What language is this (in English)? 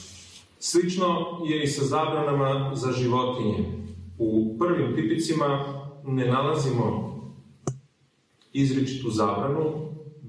Serbian